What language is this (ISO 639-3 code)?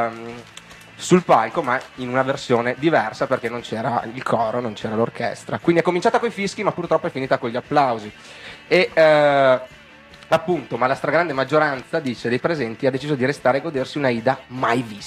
ita